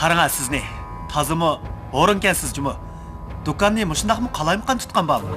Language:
Uyghur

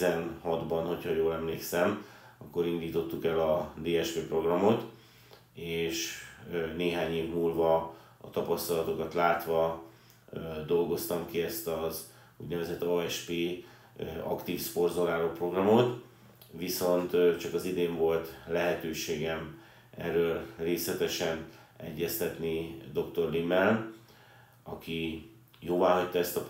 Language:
Hungarian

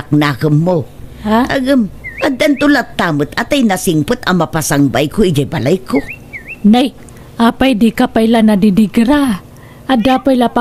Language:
Iloko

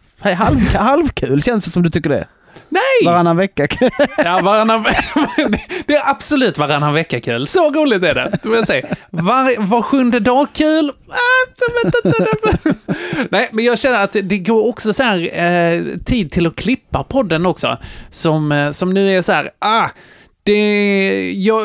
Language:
Swedish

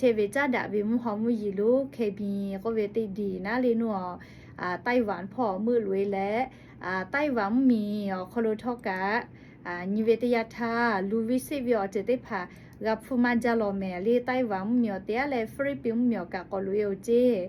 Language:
Lahu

